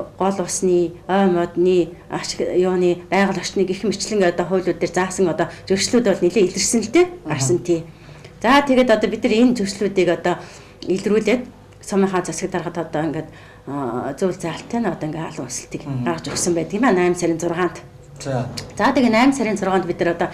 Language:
Mongolian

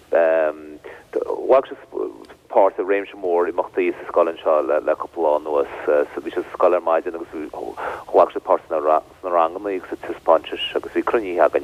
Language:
Irish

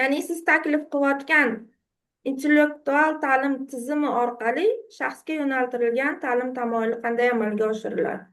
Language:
Uzbek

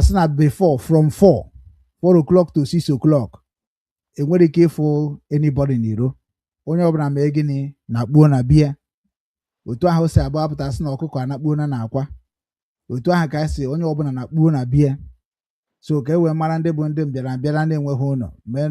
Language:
Igbo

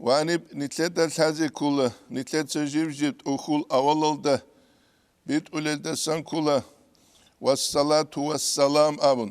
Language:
Avaric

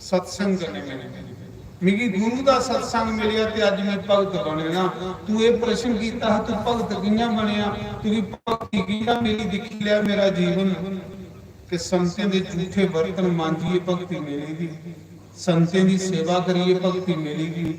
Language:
Dogri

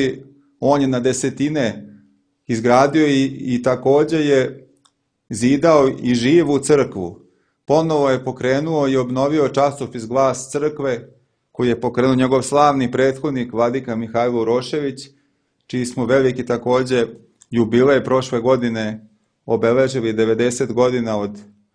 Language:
Serbian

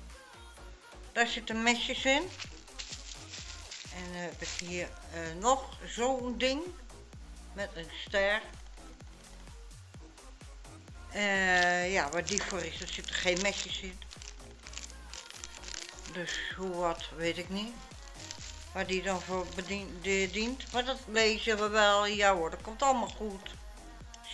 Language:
Dutch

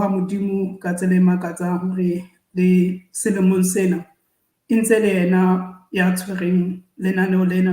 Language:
Southern Sotho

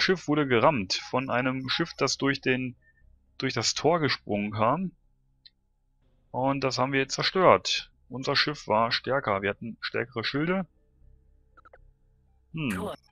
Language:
German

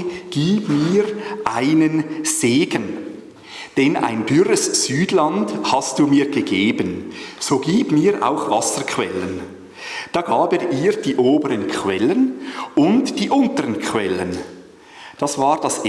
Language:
Swiss German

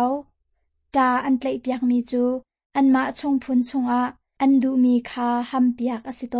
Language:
Hakha Chin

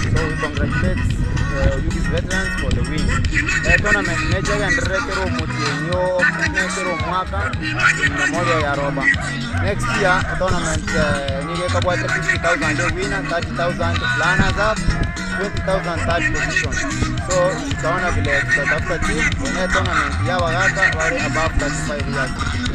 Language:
Gusii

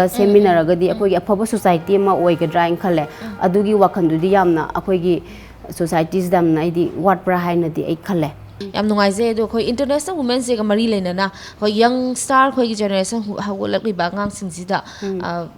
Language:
Manipuri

